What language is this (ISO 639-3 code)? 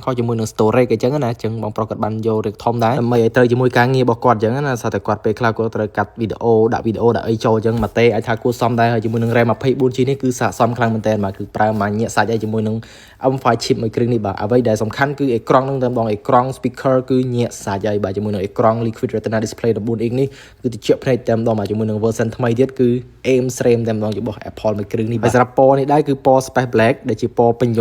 khm